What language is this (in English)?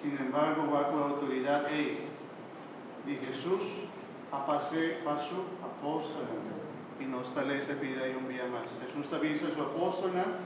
Papiamento